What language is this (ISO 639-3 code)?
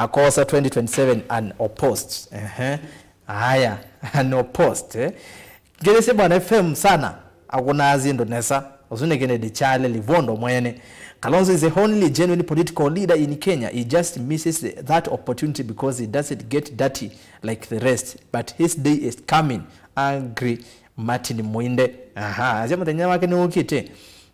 kam